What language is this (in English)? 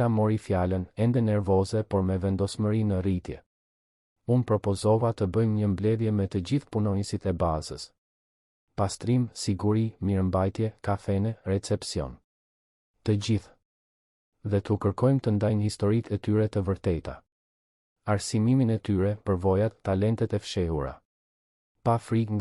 Albanian